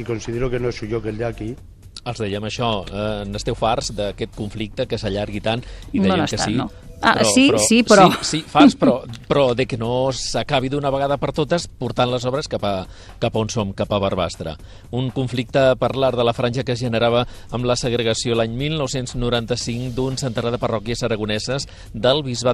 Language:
Catalan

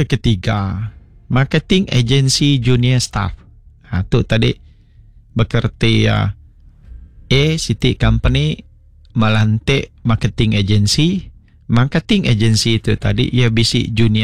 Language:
Iban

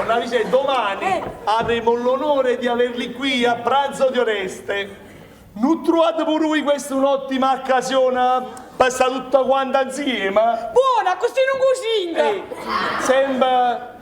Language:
Neapolitan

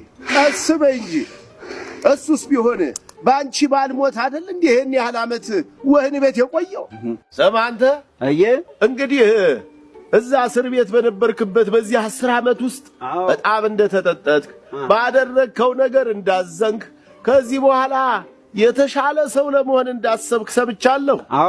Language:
Amharic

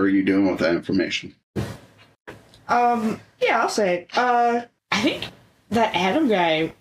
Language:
English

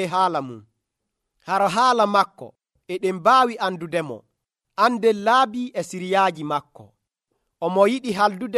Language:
Nigerian Fulfulde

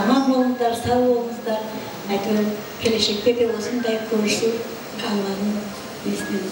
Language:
Kara-Kalpak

